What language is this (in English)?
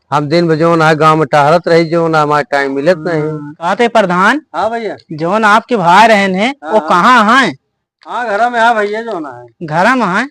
Awadhi